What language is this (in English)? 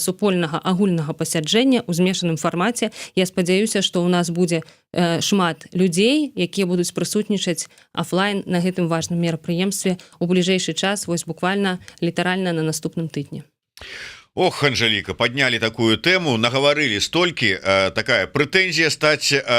Belarusian